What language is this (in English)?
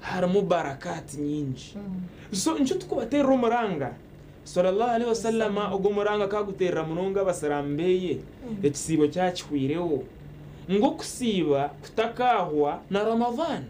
Nyankole